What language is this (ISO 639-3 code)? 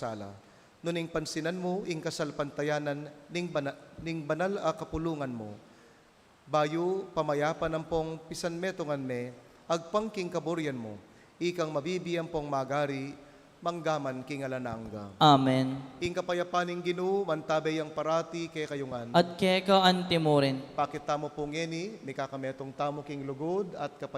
pam